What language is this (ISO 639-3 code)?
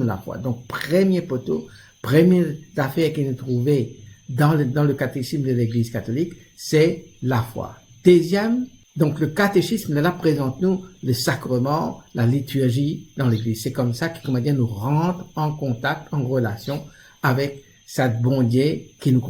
mfe